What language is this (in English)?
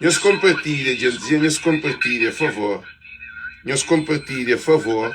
Kabuverdianu